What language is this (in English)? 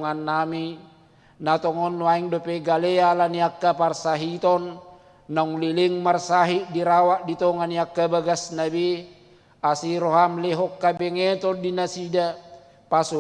Batak Toba